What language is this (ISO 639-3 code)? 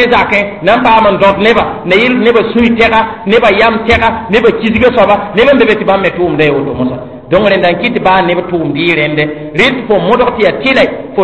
mos